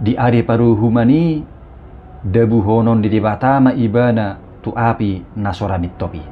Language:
Batak Toba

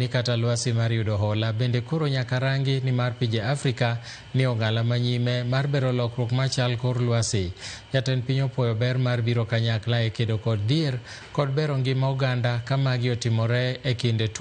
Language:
Luo (Kenya and Tanzania)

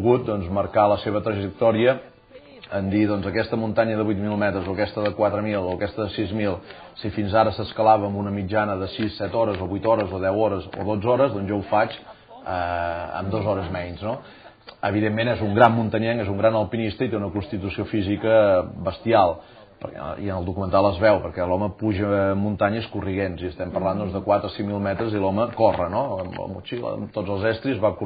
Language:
Catalan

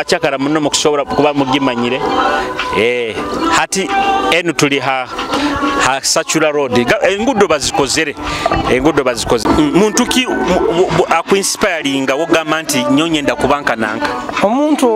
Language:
Nyoro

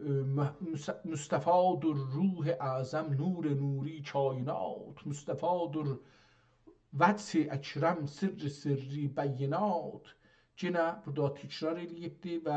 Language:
South Azerbaijani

